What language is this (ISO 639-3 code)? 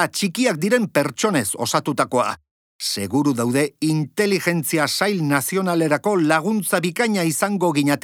eus